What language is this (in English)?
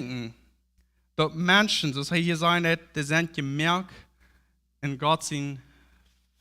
Plautdietsch